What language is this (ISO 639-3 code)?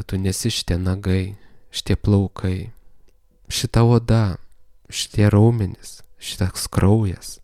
lit